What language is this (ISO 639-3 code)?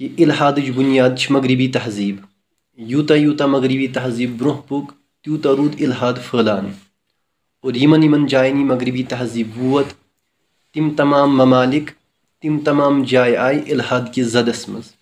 kas